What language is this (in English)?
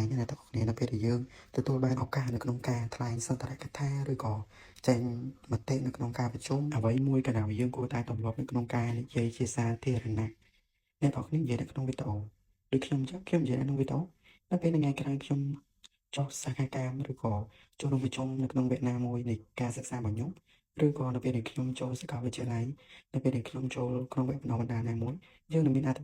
Khmer